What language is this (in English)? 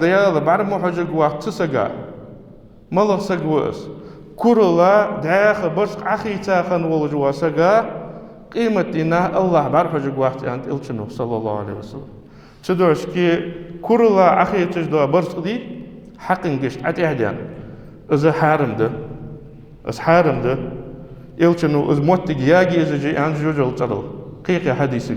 Ingush